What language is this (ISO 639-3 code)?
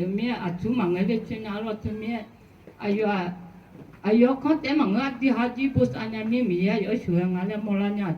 ahk